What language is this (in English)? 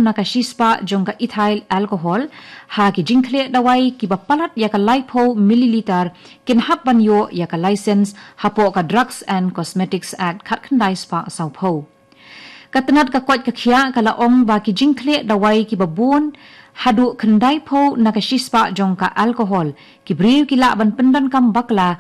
Khasi